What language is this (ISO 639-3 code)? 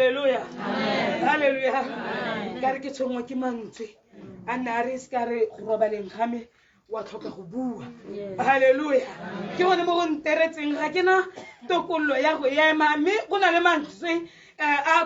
tsn